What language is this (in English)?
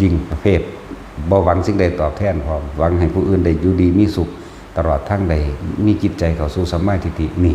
Northeastern Thai